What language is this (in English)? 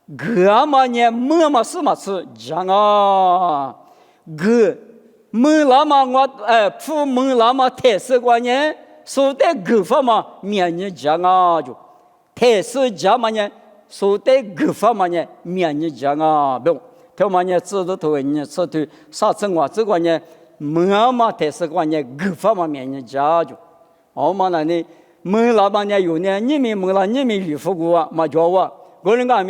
Lisu